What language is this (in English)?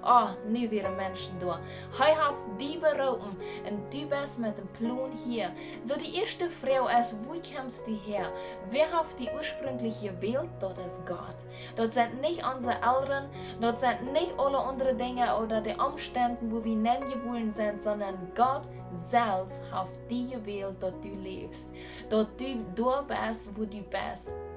Plautdietsch